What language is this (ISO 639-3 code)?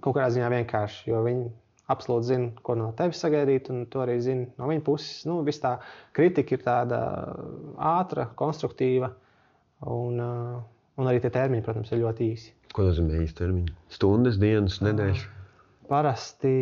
lav